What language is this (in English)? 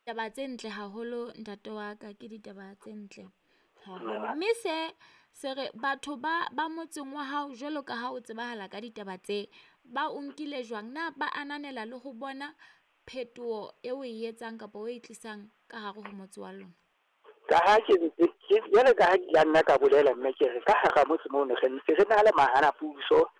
Southern Sotho